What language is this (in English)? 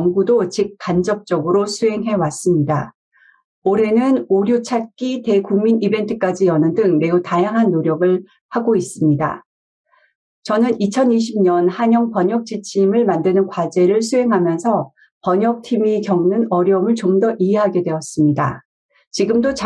Korean